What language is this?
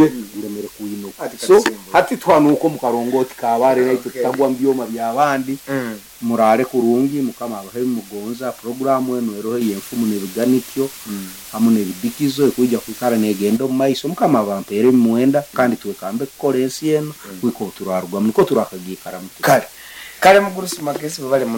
Nyoro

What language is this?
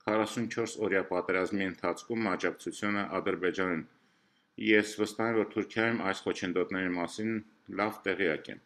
Armenian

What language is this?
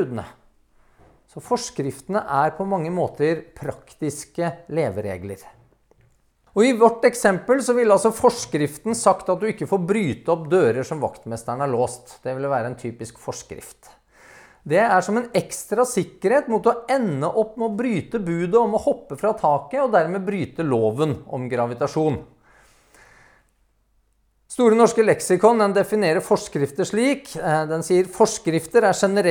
Norwegian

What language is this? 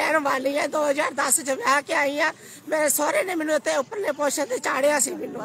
Punjabi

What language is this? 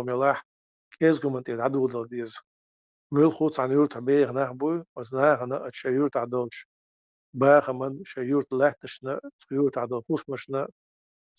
Chechen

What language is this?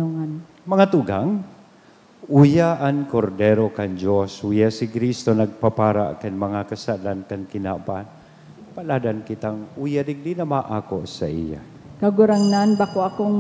Bikol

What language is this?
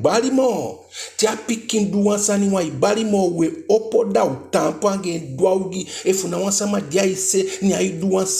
Eastern Maroon Creole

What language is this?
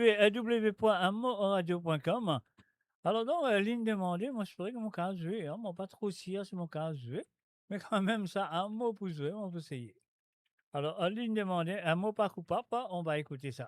Morisyen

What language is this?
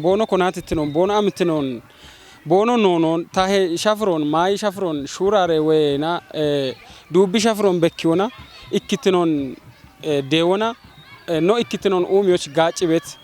Kafa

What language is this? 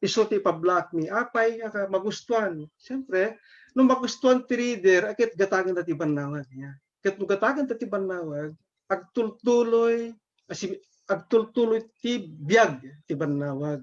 Iloko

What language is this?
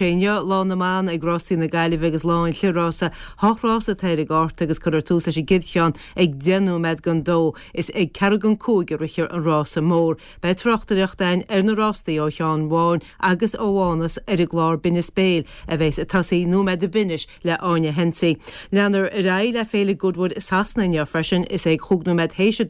Irish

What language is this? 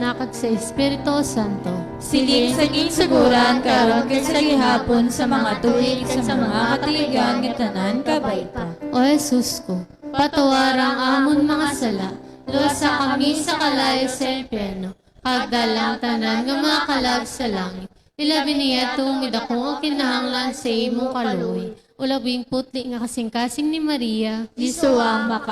Hiligaynon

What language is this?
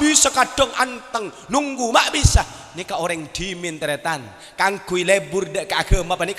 Madurese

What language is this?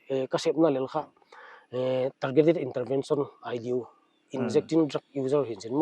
Paite Chin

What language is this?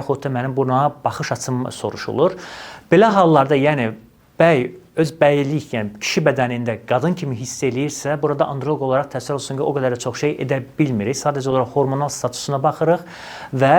Azerbaijani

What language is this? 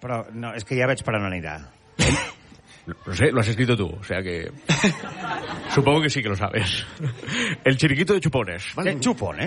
Catalan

